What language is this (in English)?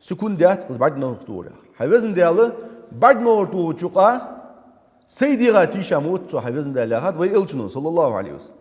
Ingush